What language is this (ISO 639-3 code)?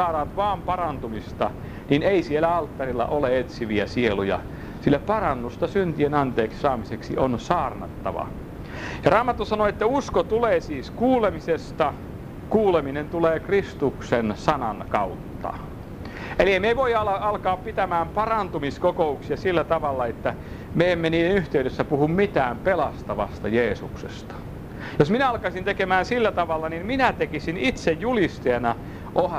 fin